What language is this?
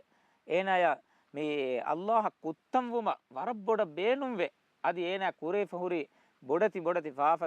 Divehi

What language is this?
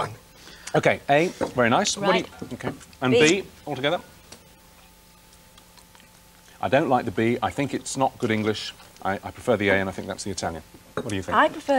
English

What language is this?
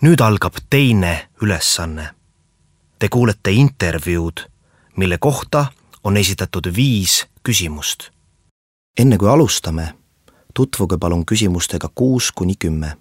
Estonian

